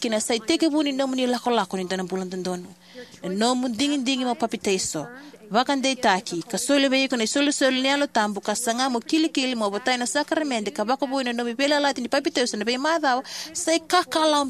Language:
Fijian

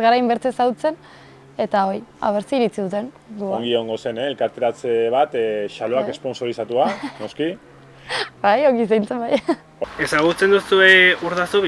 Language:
Basque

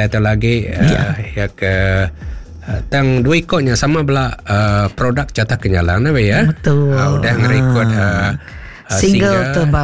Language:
Iban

